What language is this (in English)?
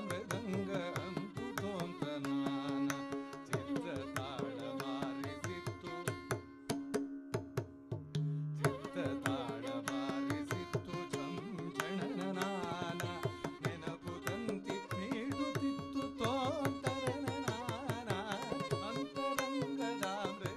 Kannada